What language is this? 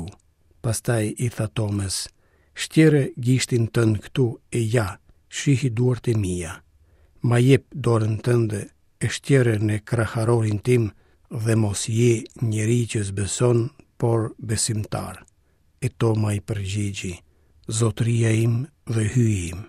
Albanian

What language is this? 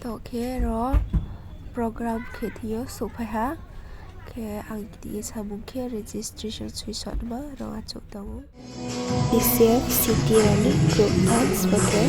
Riang (India)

